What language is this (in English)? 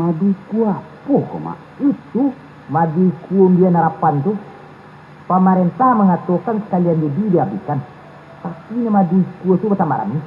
Minangkabau